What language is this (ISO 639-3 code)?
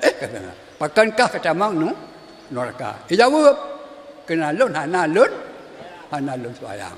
ace